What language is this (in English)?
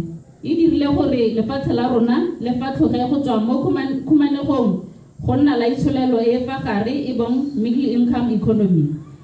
Tswana